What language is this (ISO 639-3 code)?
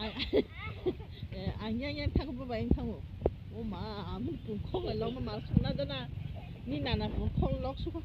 trp